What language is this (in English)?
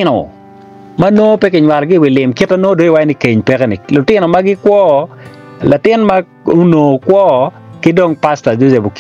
Acoli